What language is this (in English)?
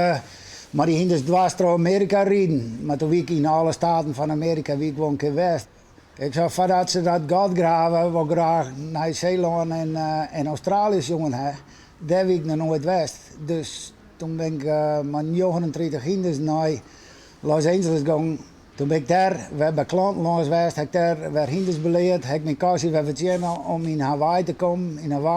Western Frisian